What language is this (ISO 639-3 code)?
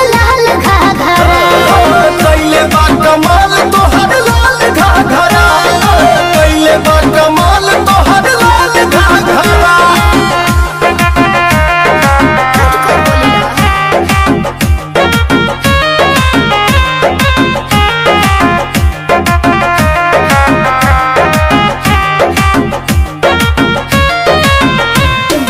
bho